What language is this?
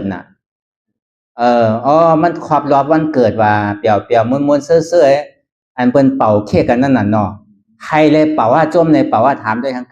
Shan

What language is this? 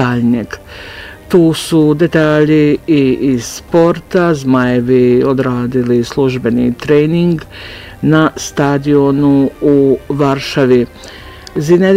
Bosnian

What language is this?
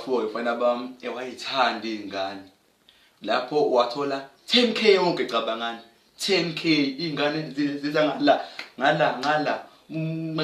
Zulu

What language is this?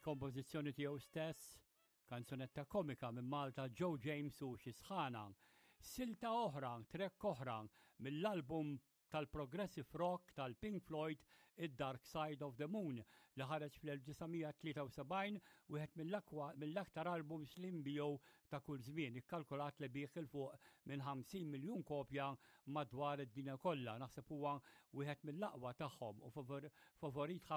Maltese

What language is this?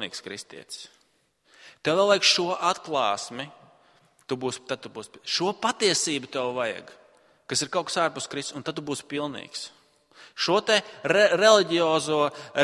Latvian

